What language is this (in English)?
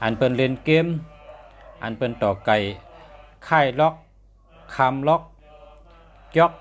Shan